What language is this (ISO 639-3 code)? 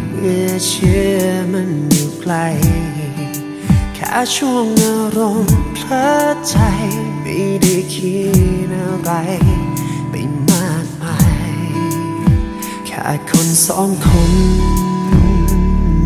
tha